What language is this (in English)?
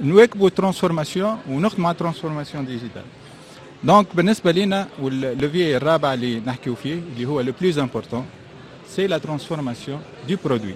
Tunisian Arabic